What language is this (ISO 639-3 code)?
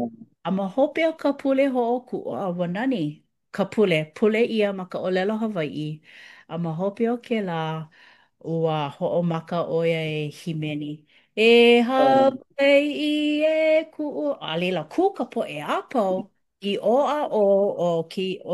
haw